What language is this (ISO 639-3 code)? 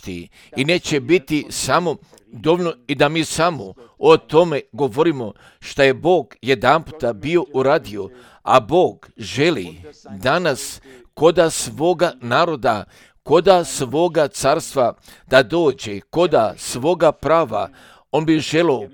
srp